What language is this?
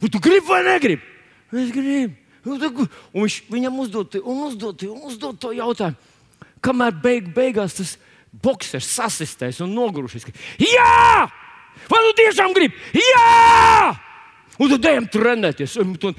Latvian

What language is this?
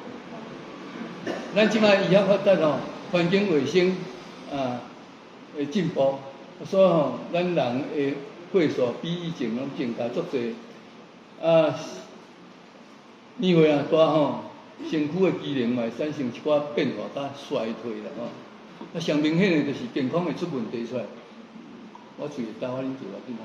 Min Nan Chinese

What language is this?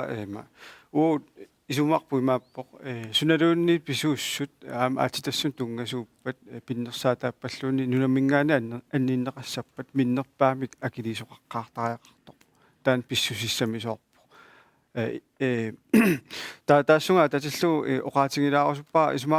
Kalaallisut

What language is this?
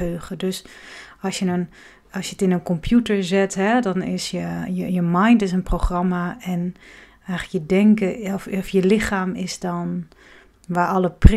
Dutch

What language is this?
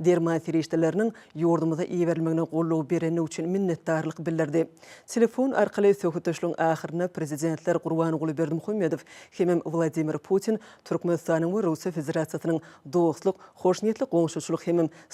Turkmen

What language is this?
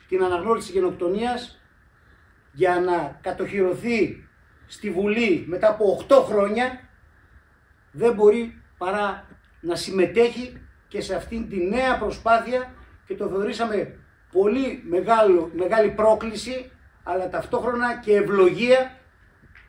Greek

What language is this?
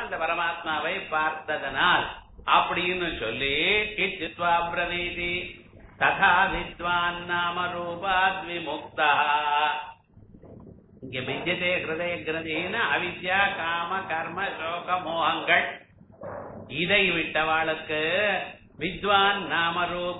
Tamil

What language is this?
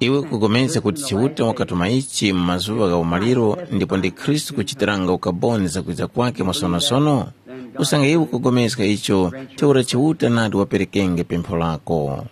Tumbuka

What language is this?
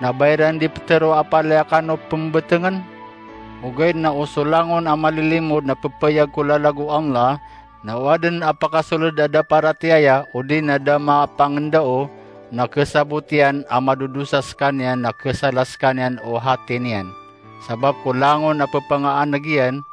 Maranao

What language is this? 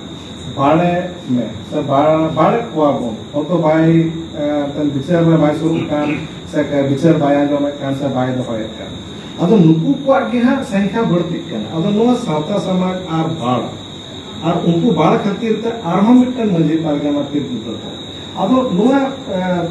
Santali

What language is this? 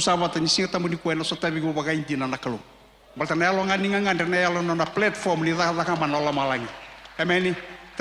Fijian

